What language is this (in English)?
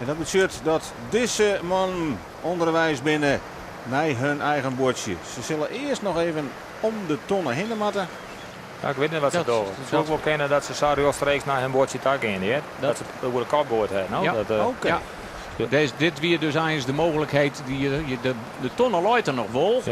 Western Frisian